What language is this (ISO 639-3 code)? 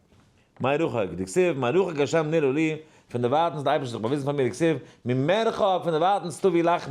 yid